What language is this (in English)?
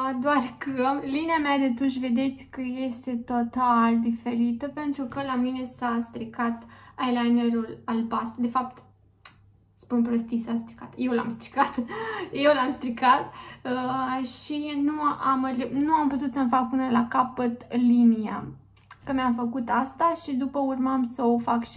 Romanian